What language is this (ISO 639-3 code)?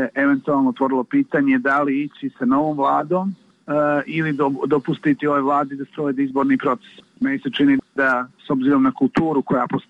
srp